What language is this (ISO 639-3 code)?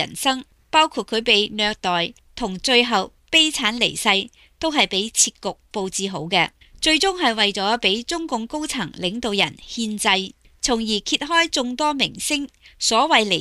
yue